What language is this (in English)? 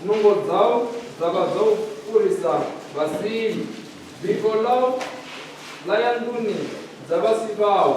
Venda